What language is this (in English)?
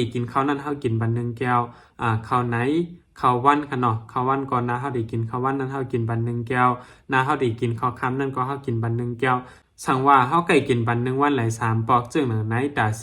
Shan